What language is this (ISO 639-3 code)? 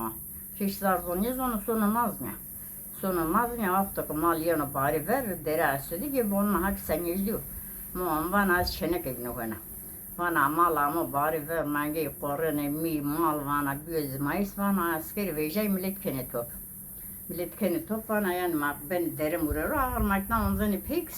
zza